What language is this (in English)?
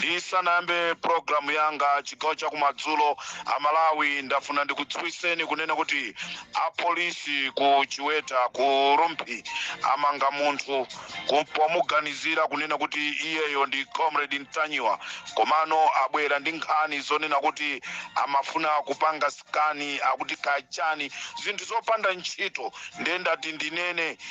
Nyanja